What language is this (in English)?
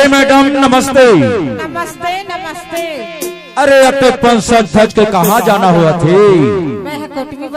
Chhattisgarhi